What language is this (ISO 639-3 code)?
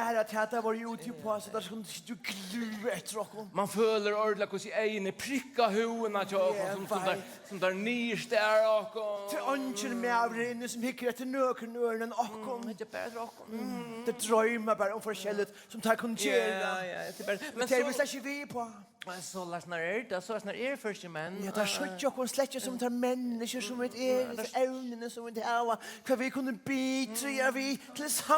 fao